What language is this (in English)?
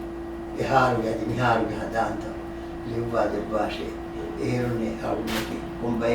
Divehi